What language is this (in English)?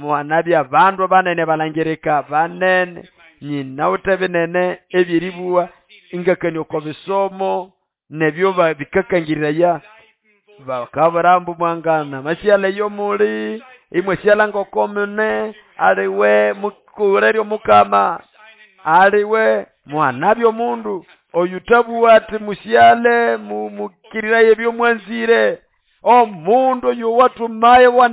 Nande